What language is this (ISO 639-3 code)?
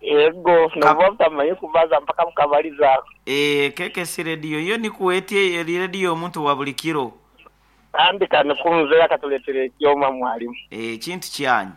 nyo